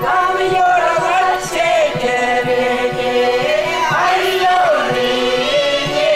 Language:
Chuvash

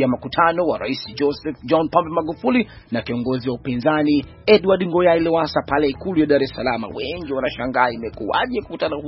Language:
Swahili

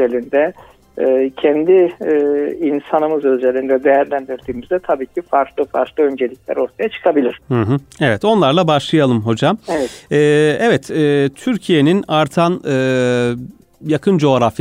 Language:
Turkish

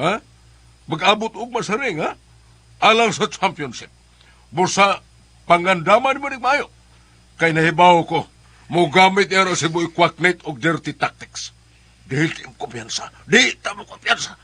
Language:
Cebuano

